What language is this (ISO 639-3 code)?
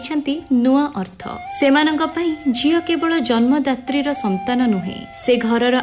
ori